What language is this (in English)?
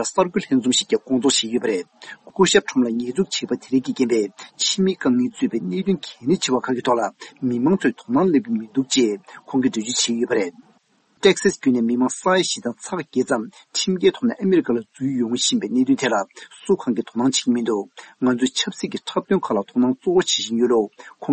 Tibetan